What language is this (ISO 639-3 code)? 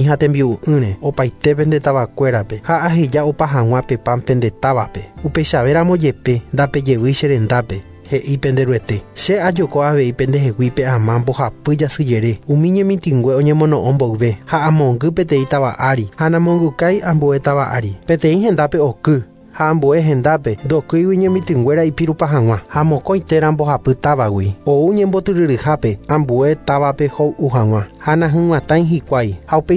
grn